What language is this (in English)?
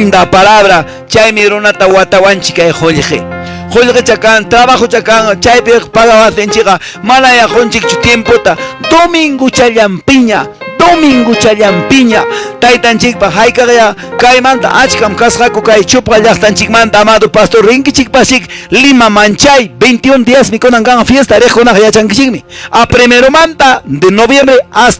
Quechua